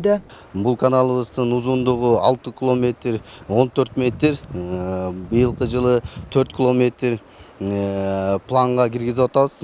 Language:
Kyrgyz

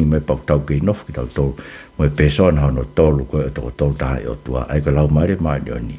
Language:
Tongan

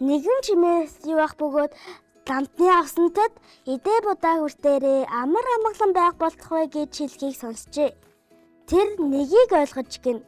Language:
Mongolian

